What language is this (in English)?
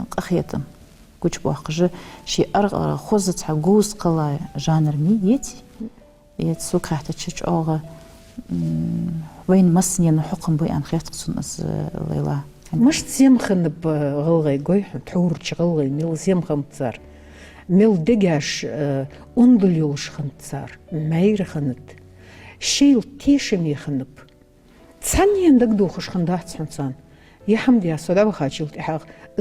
Ingush